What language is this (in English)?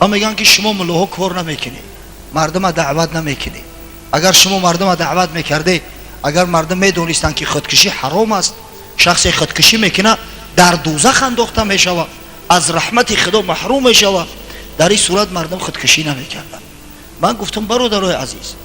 Tajik